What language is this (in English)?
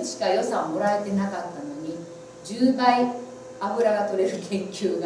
Japanese